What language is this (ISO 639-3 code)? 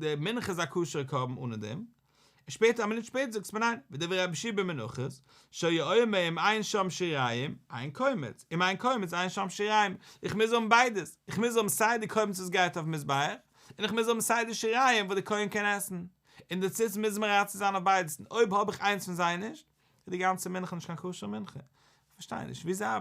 yid